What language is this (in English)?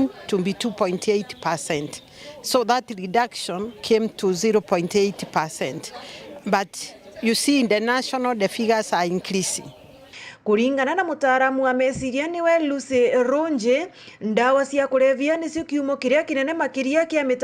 Meru